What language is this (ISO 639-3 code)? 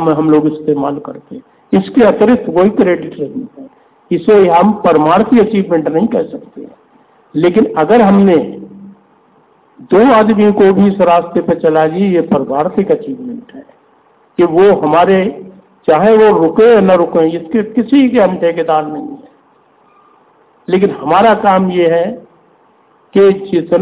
hin